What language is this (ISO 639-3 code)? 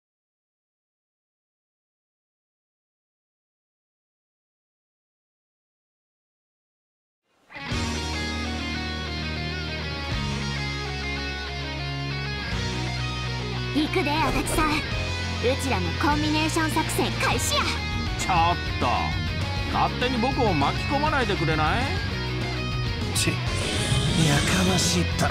jpn